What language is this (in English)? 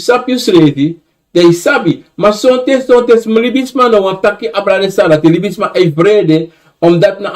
Sranan Tongo